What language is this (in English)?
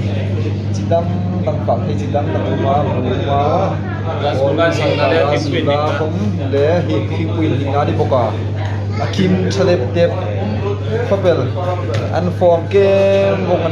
Hmar